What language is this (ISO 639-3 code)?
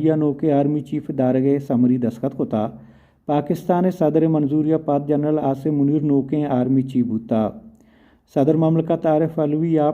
bal